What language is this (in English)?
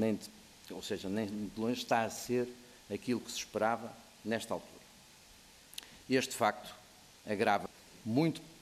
Portuguese